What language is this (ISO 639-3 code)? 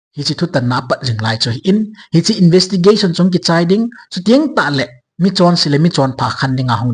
tcz